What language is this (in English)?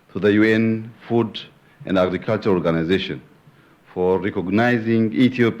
English